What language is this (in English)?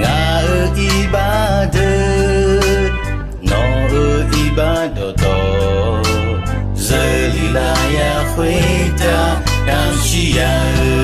Akha